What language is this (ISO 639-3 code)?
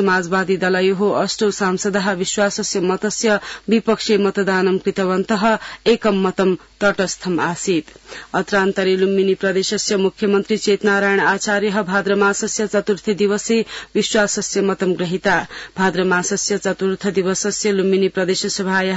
san